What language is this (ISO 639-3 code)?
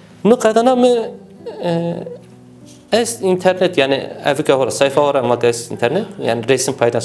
zza